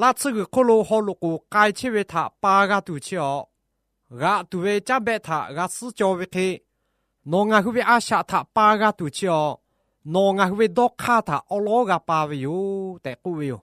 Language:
Lahu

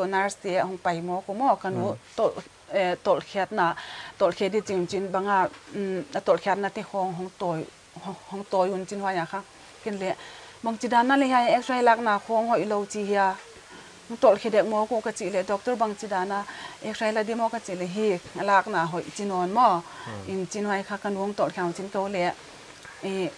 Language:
Paite Chin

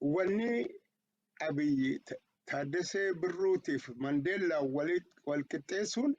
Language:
Oromo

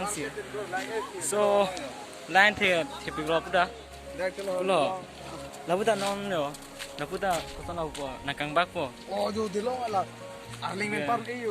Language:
Karbi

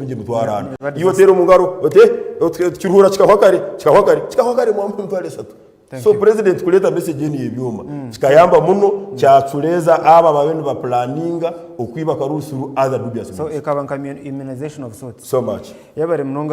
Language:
Nyankole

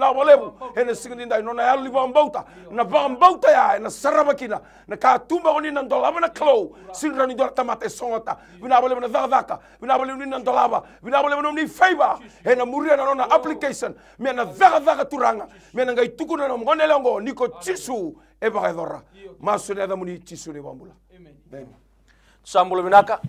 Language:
Fijian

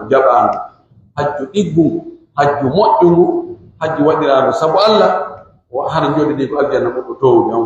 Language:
Pular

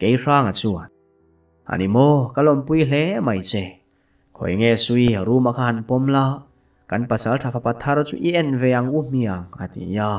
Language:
Mizo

